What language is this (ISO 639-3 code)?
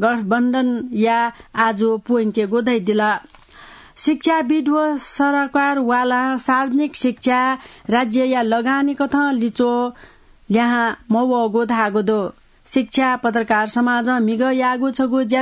new